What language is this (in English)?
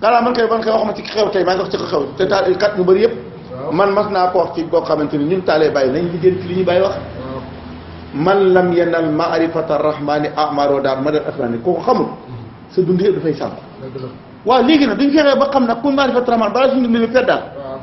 Wolof